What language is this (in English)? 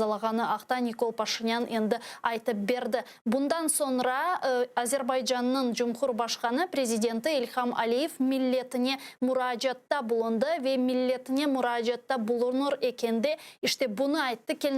Crimean Tatar